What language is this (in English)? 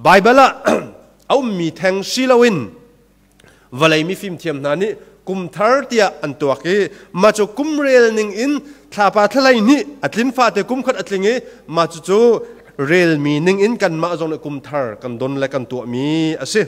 Hakha Chin